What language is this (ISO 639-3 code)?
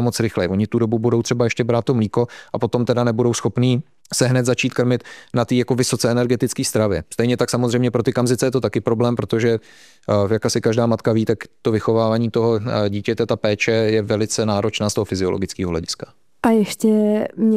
ces